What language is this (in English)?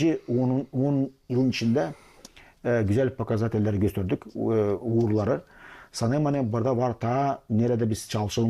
Gagauz